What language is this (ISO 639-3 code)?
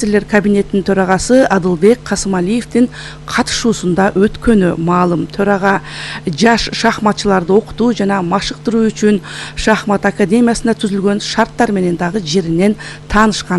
kir